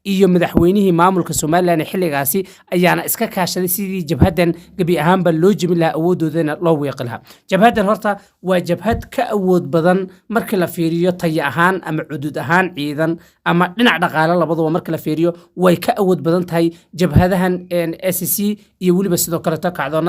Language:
Somali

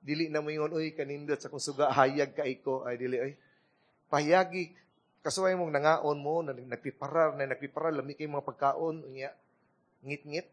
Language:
Cebuano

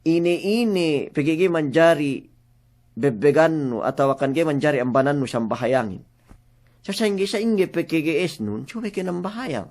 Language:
Yakan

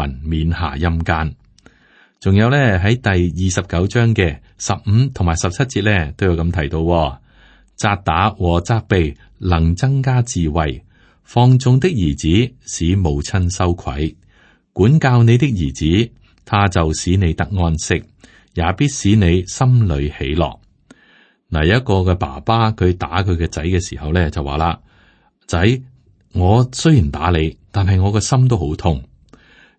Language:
Cantonese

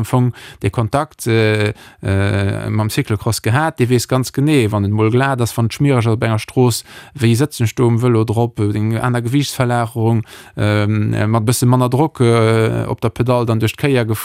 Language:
Luxembourgish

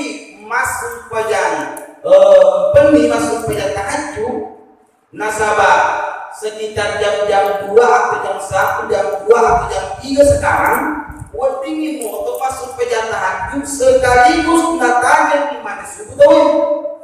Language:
Buginese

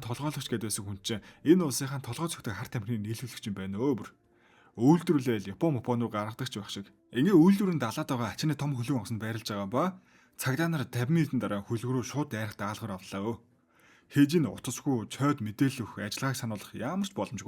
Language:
Mongolian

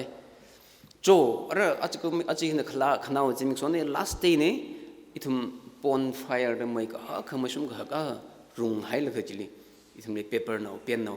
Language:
Tangkhul Naga (India)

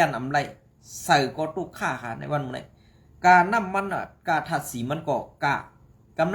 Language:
Shan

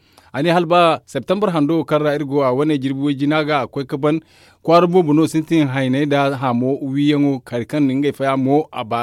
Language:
Zarma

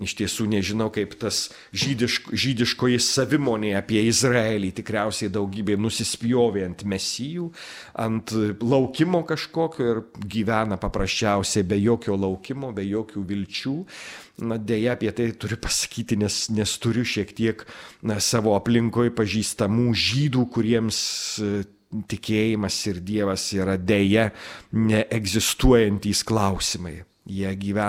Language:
Lithuanian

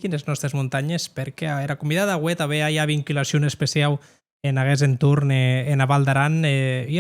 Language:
Occitan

